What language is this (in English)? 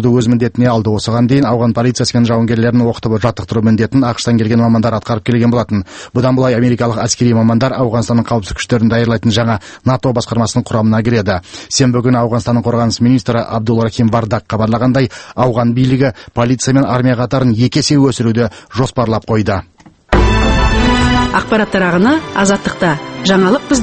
Kazakh